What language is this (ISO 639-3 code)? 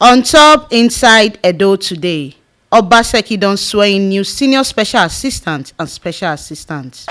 pcm